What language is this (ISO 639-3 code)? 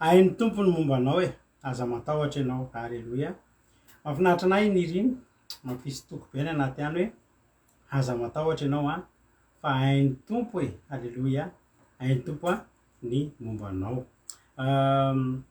mlg